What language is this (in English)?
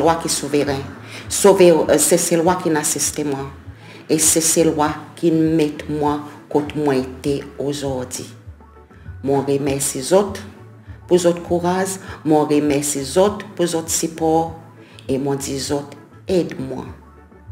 Seselwa Creole French